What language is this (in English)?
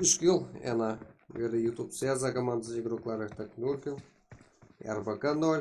Kara-Kalpak